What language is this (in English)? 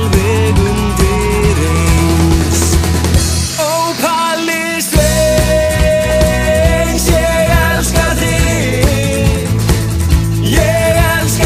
Icelandic